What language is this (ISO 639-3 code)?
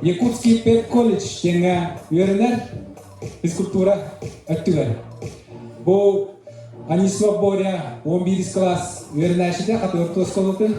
sah